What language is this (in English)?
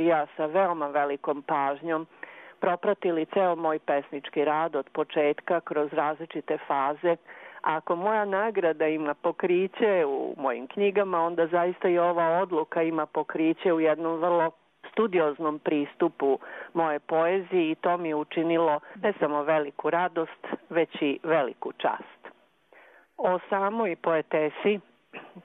Serbian